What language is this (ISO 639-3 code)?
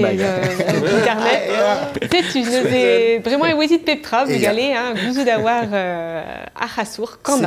bre